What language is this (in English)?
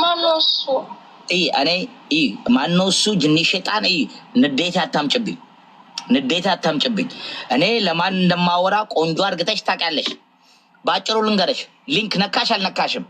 Amharic